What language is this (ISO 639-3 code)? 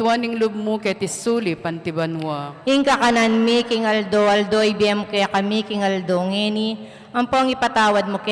pam